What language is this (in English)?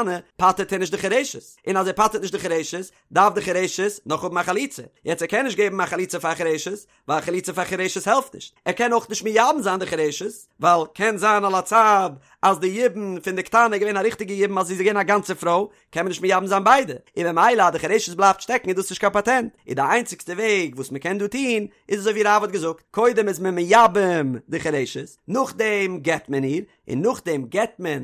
Yiddish